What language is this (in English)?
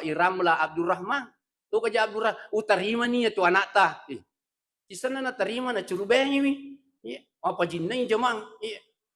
Buginese